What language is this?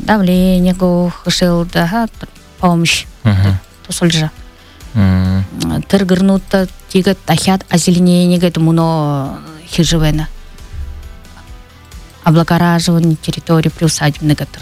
Buriat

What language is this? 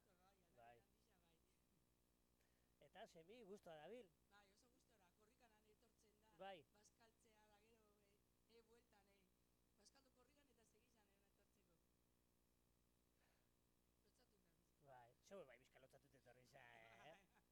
Basque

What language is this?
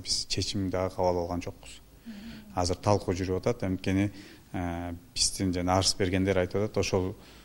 Kyrgyz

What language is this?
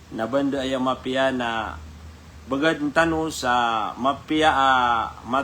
Maranao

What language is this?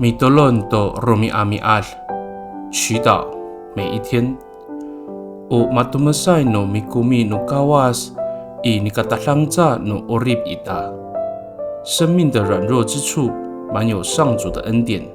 Amis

